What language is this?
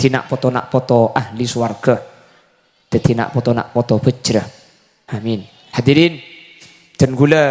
Madurese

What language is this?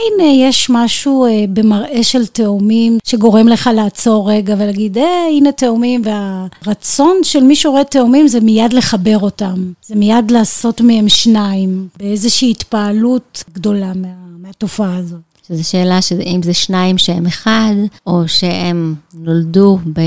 Hebrew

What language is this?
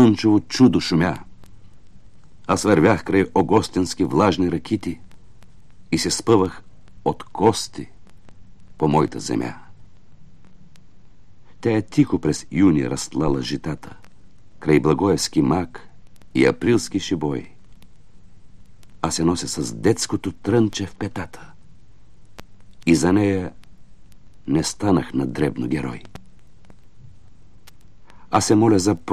Bulgarian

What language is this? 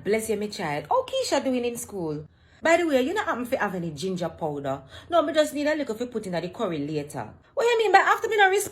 Jamaican Creole English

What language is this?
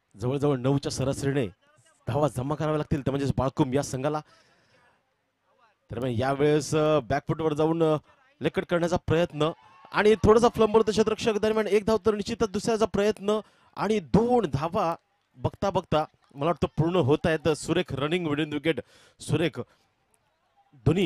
Marathi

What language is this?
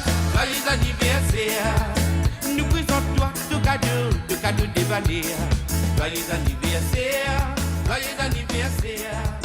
Morisyen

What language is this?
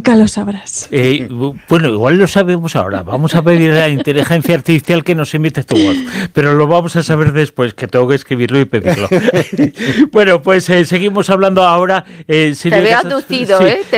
Spanish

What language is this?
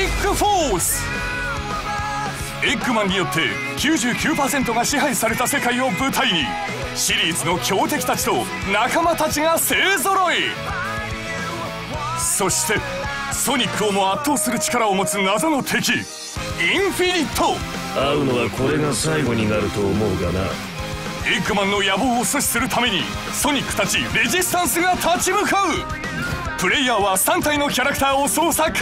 Japanese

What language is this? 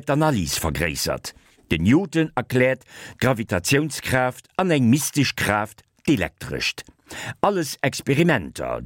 Luxembourgish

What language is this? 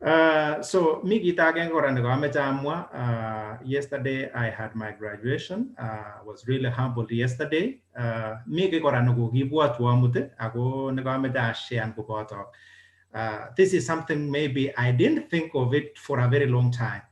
Kalenjin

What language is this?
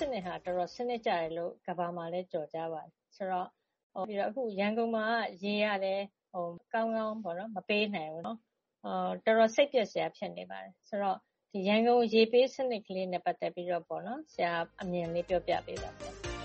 Burmese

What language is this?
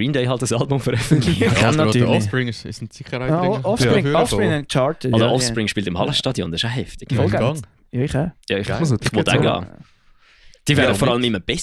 Swiss German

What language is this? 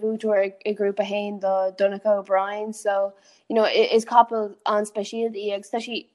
Irish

